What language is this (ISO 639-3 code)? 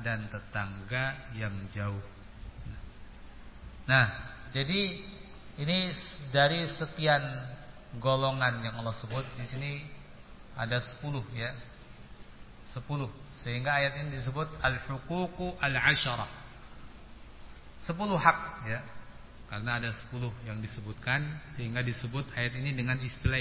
ind